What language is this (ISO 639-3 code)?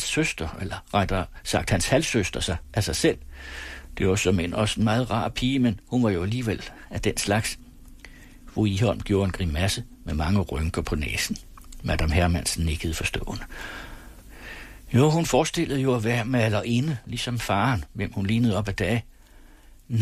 dan